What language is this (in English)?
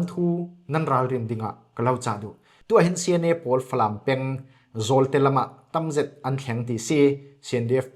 Falam Chin